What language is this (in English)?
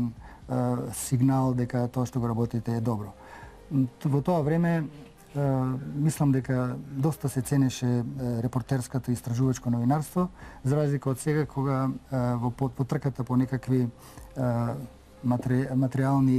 Macedonian